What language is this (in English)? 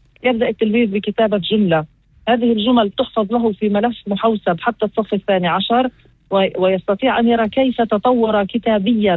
North Levantine Arabic